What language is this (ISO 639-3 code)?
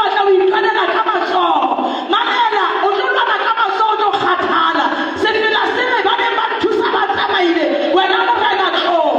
sot